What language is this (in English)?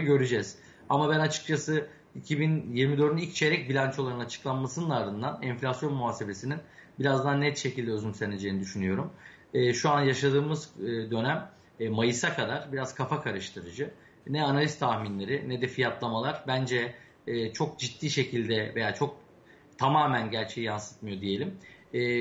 Turkish